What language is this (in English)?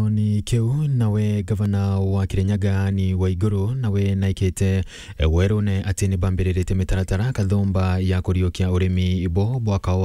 Meru